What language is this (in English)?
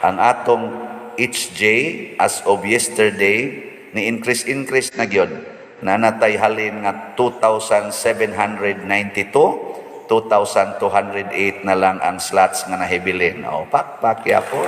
Cebuano